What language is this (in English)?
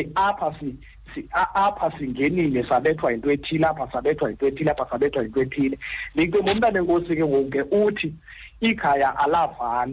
Xhosa